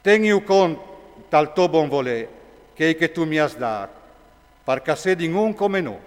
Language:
Friulian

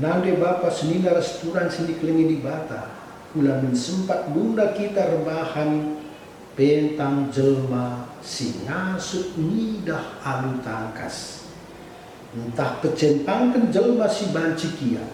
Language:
Batak Karo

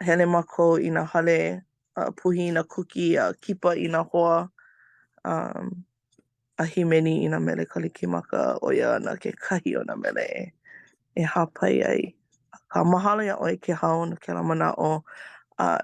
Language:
Hawaiian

